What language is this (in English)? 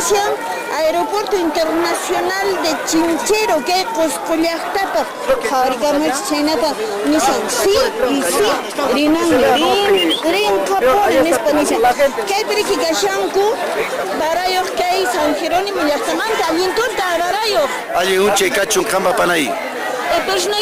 Quechua